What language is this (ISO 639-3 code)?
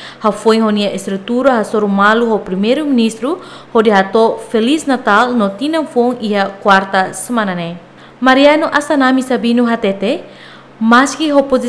tet